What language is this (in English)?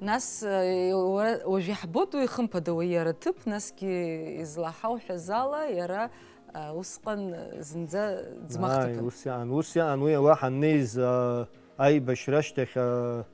Abkhazian